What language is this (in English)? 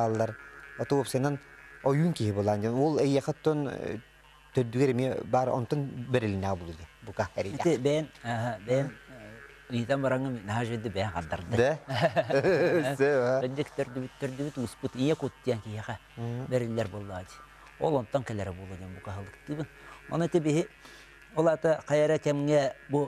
Yakut